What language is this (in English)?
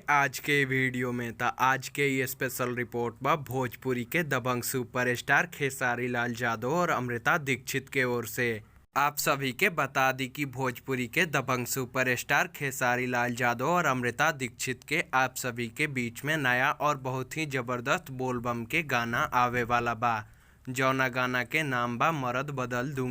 Bhojpuri